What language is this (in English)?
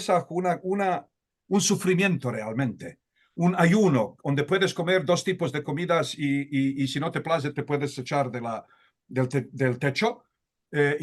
Ladino